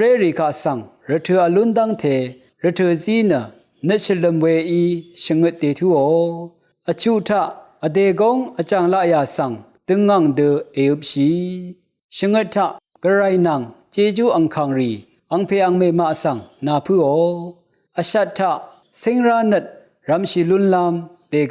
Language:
Rawang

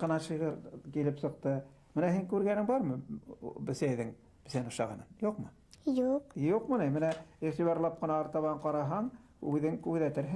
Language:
Bashkir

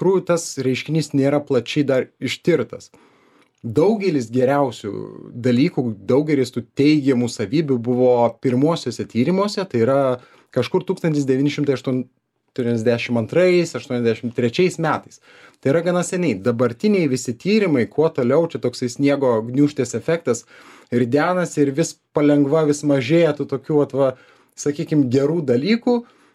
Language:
Lithuanian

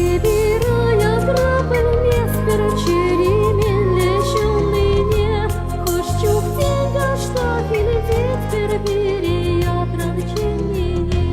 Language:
Chuvash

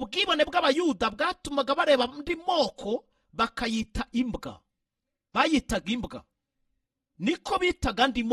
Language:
Kinyarwanda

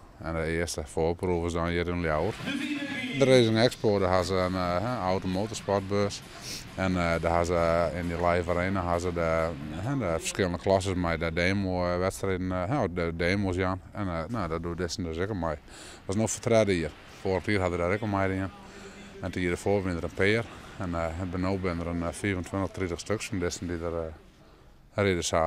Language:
Western Frisian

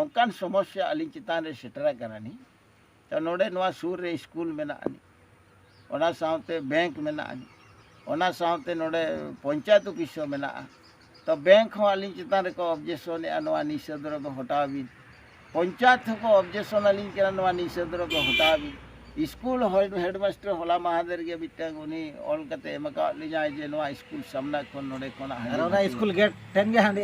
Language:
Santali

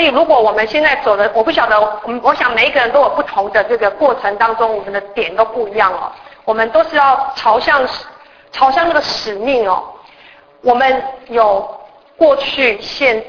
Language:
Chinese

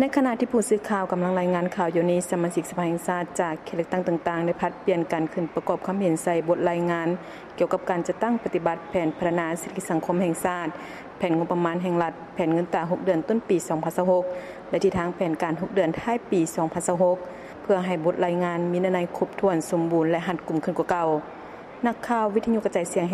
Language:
Lao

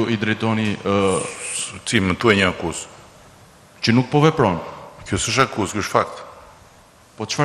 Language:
Albanian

